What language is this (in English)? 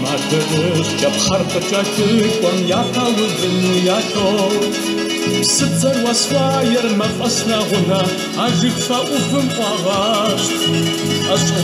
Kabardian